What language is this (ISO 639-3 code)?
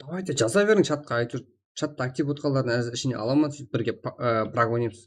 kaa